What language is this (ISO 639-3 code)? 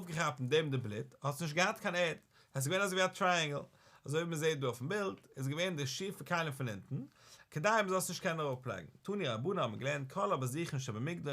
yid